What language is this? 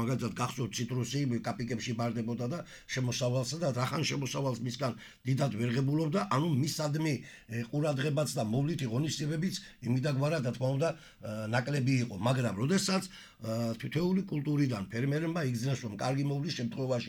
Georgian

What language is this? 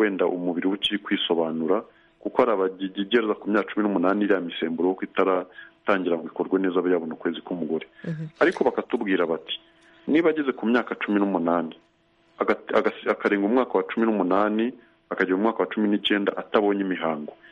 Kinyarwanda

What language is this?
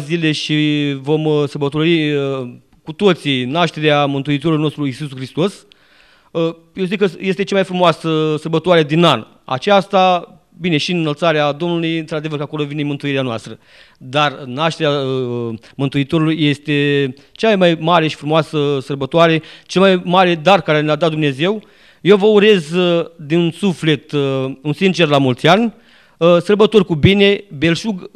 Romanian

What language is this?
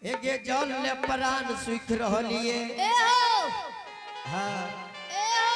Angika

